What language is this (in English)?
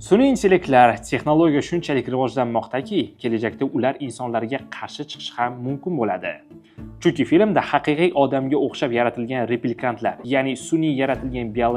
Uzbek